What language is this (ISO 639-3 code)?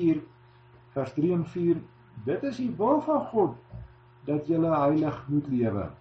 afr